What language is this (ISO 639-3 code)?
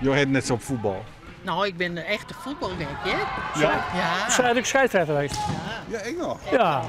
fry